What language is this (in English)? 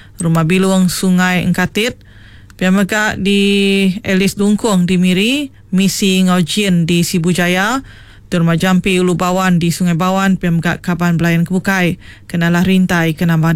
Iban